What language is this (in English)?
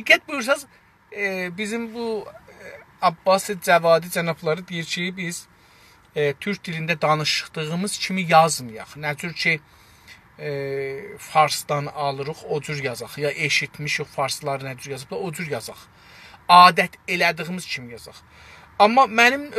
South Azerbaijani